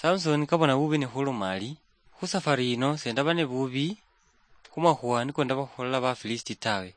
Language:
Luyia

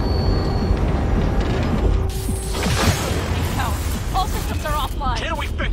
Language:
English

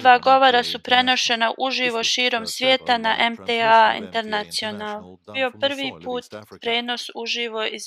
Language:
Bosnian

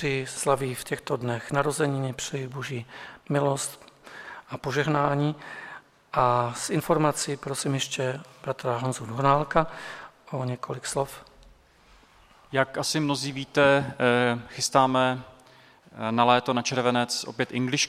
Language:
Czech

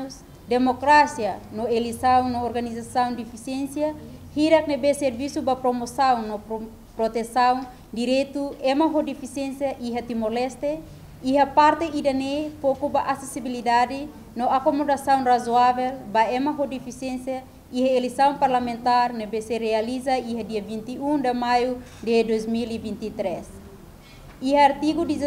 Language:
Tetum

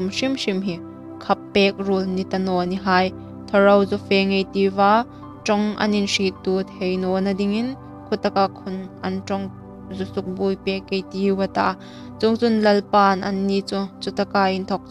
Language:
Hmar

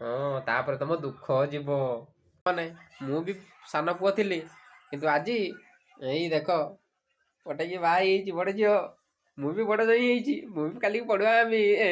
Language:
Odia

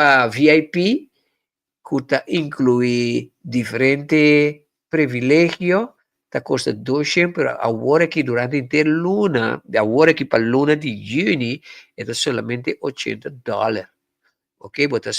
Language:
Papiamento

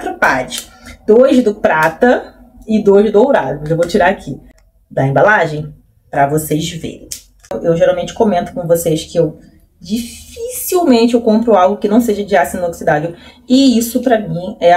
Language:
Portuguese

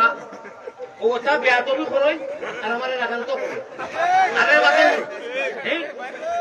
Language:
Sylheti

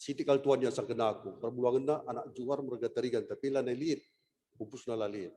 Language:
Batak Karo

